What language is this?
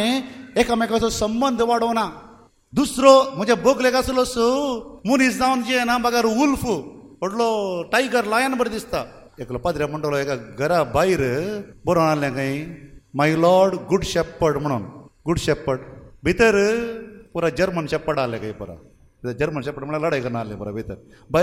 Konkani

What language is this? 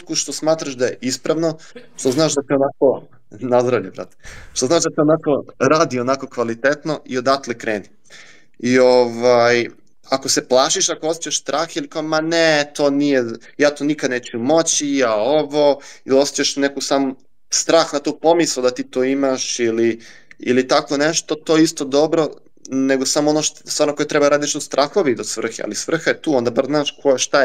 Serbian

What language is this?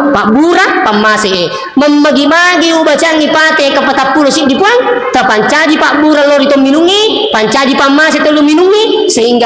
Buginese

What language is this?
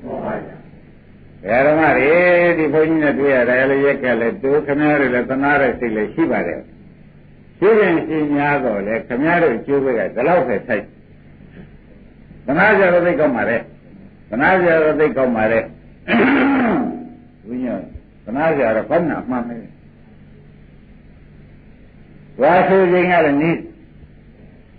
Burmese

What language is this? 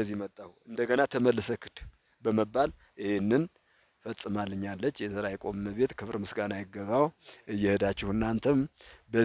Amharic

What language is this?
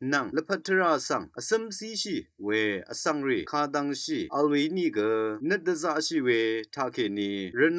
Rawang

